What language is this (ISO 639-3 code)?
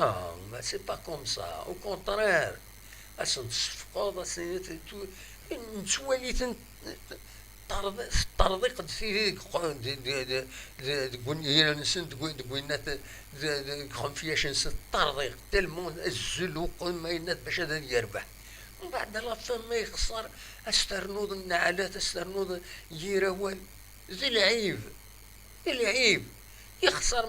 kab